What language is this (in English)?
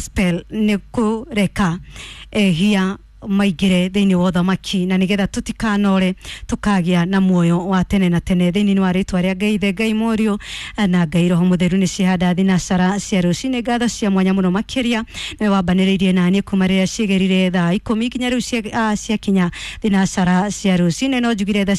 Kikuyu